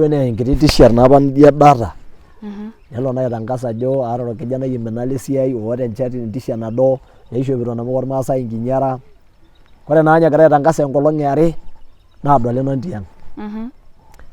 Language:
Masai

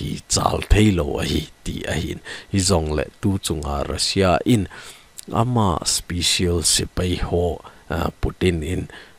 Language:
Thado Chin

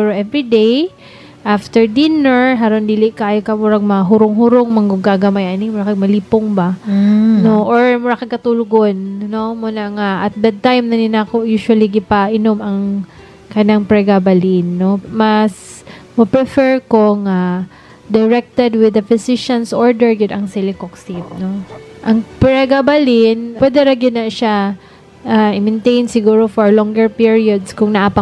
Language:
Cebuano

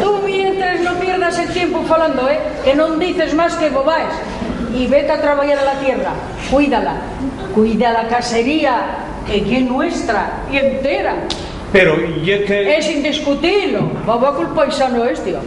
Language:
Asturian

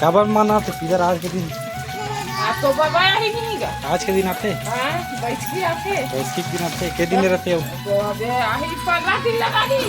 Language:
Chhattisgarhi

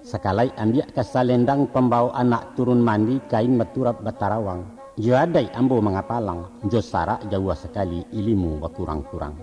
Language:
Minangkabau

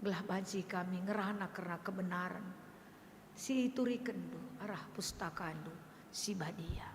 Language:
Batak Karo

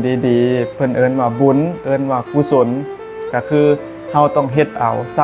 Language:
Northeastern Thai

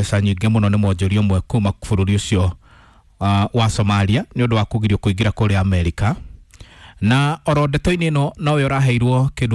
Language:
Kikuyu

